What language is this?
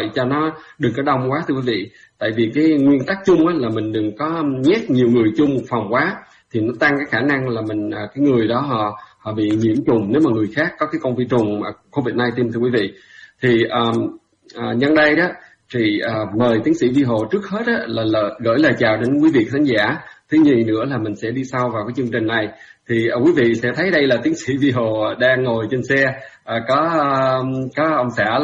Vietnamese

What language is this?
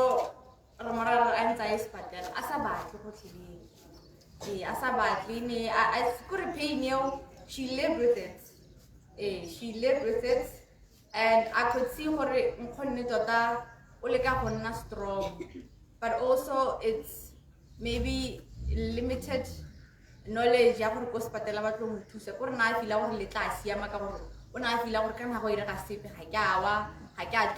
Tswana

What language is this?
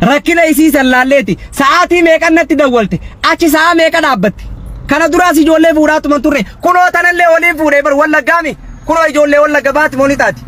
Oromo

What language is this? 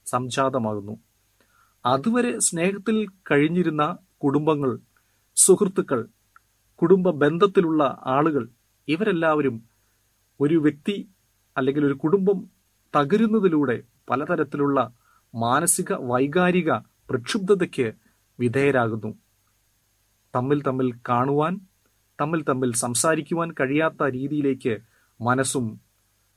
Malayalam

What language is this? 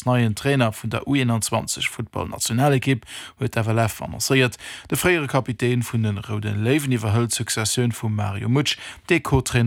Luxembourgish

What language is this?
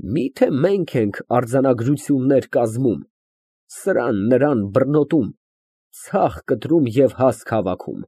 Armenian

